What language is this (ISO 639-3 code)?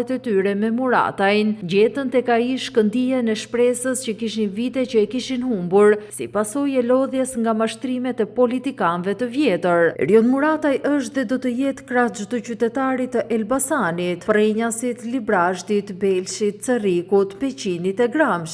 sqi